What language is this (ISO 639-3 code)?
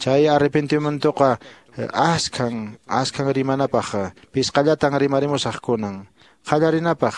que